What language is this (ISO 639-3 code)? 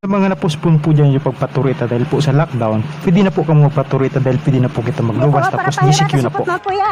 bik